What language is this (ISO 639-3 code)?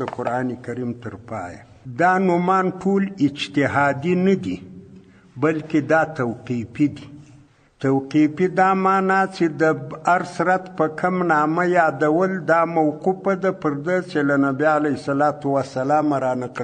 pus